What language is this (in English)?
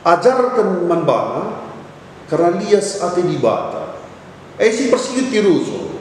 Batak Karo